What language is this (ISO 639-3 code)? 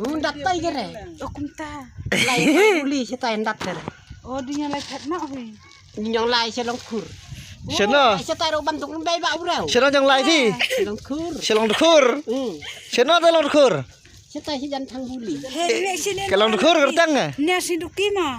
kha